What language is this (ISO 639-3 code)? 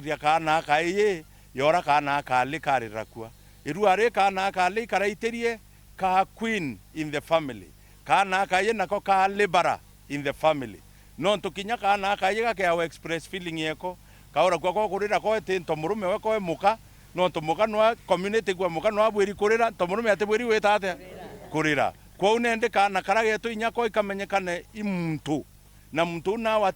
mer